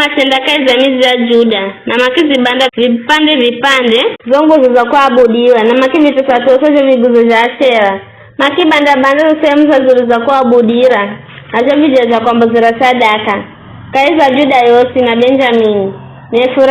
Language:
Giryama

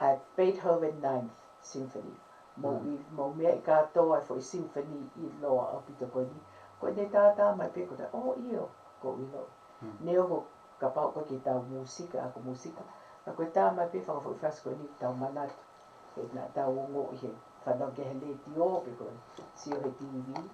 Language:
Tongan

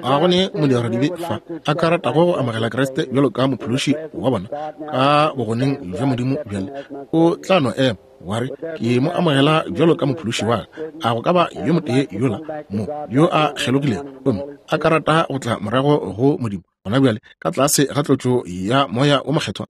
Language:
Northern Sotho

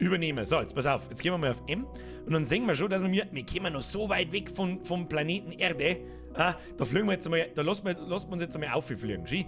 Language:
Bavarian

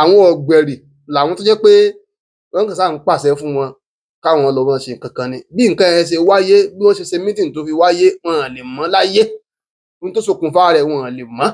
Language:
Yoruba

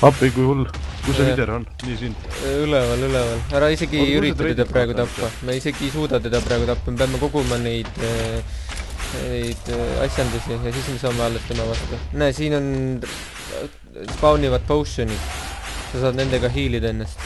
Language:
Estonian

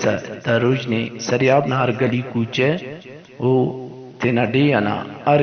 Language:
Brahui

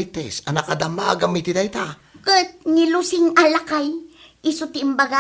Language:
Iloko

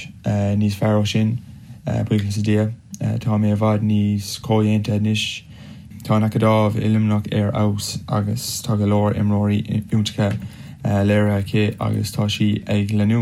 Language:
Irish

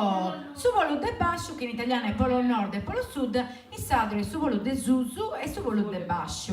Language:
Sardinian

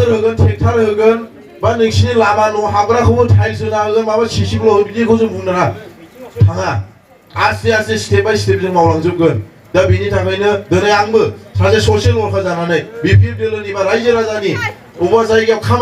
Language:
Bodo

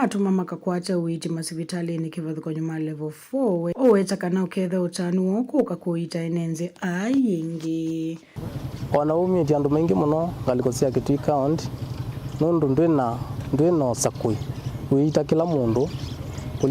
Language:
Kamba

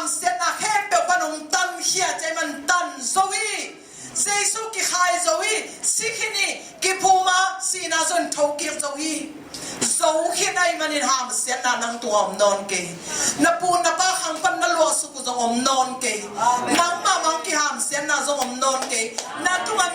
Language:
Tedim Chin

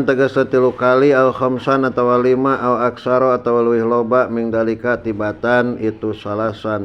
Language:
Sundanese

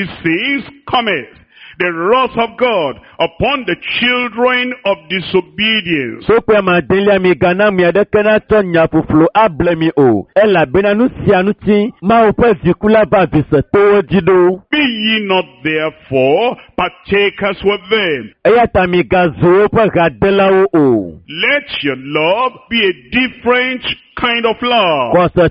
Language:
Ewe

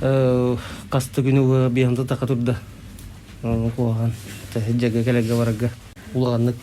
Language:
Yakut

